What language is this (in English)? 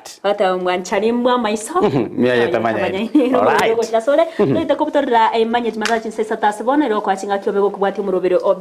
Gusii